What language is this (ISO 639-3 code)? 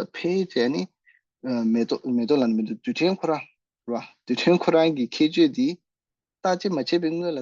bod